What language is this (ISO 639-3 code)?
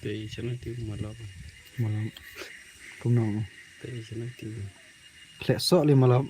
kha